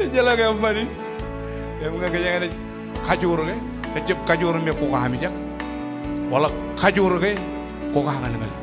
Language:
Marshallese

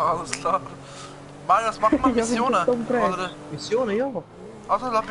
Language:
Swiss German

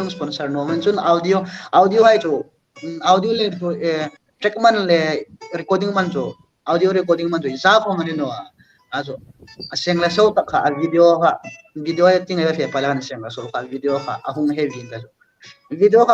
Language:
Hmar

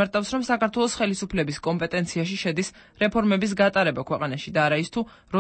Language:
Georgian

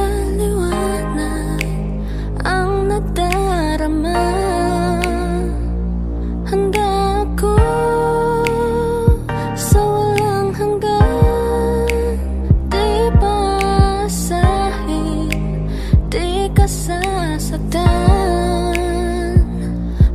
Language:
Filipino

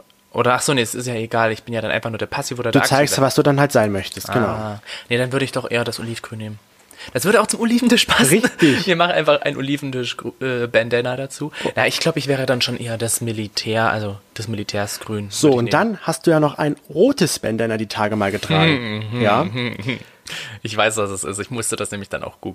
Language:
German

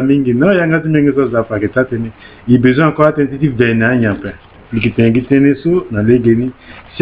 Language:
Sango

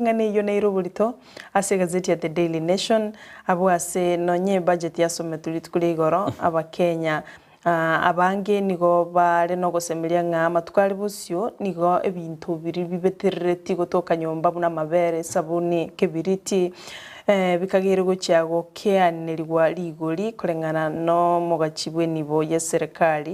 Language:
Gusii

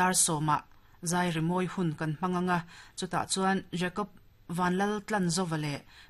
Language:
Mizo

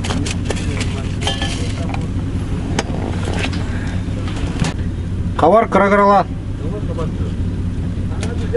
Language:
Kazakh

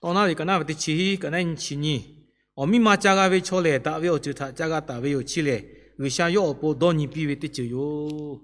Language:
Lahu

